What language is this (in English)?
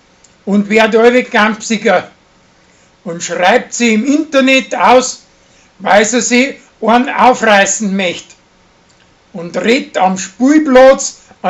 Bavarian